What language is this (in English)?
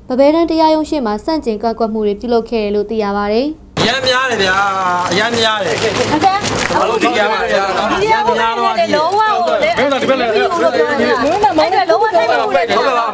Burmese